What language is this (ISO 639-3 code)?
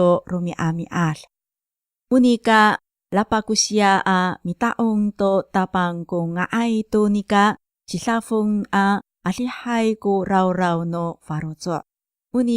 ami